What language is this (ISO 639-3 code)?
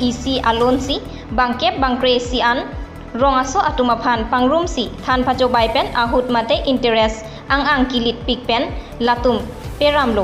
mjw